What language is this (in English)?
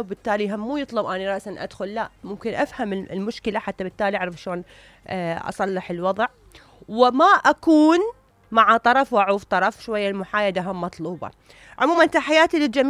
Mesopotamian Arabic